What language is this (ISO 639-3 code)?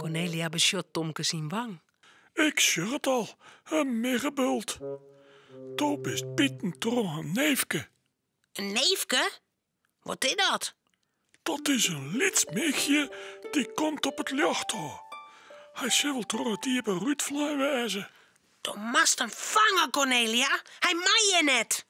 fry